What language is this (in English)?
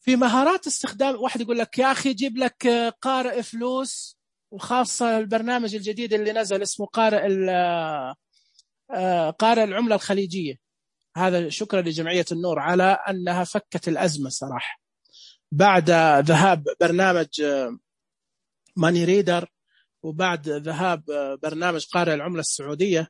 Najdi Arabic